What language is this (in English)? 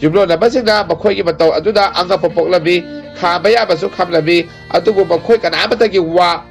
Manipuri